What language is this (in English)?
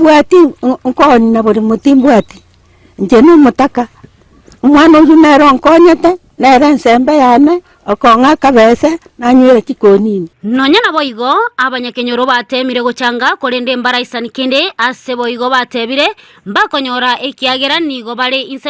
Gusii